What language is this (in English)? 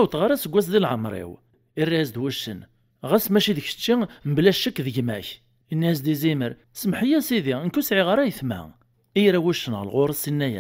Kabyle